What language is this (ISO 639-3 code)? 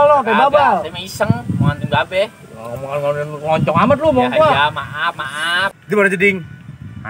bew